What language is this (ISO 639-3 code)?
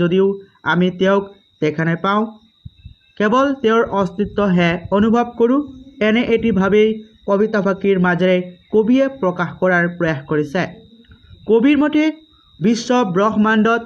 asm